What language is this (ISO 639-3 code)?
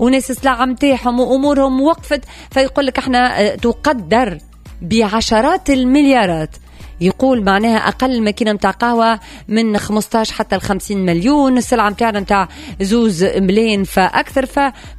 aeb